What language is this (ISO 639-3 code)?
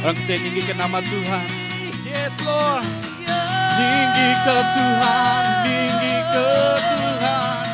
iba